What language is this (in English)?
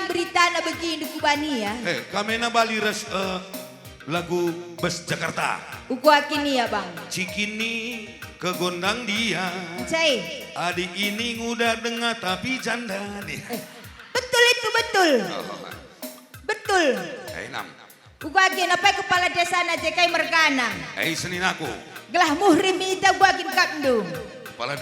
Batak Karo